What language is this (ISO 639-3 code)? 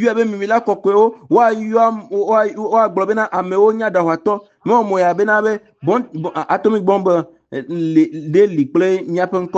ewe